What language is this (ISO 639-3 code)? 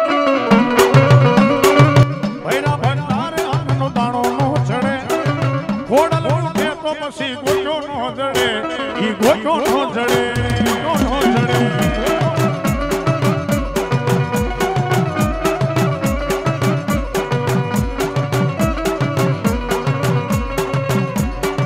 guj